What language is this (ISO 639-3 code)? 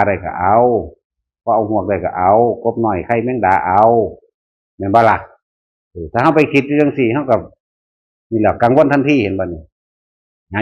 tts